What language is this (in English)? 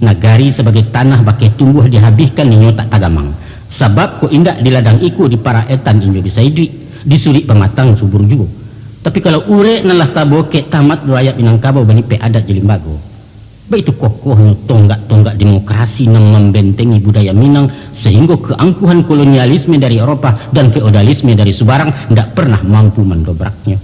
Minangkabau